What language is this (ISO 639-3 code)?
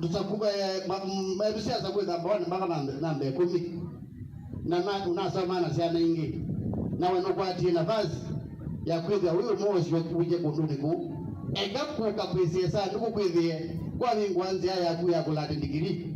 kam